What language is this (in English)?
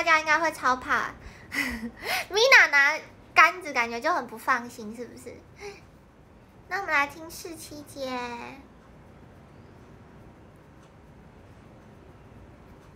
Chinese